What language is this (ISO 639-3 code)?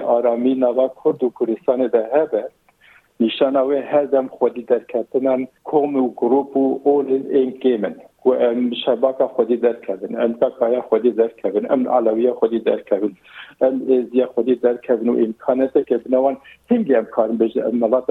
kur